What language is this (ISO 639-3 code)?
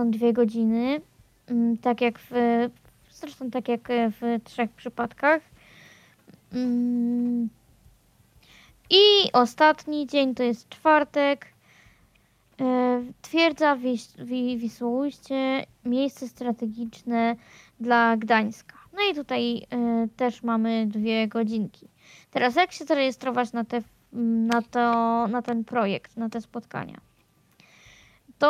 pol